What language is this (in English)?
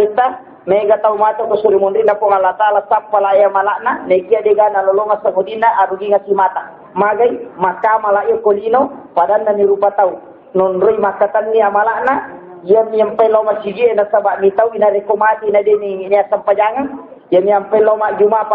Buginese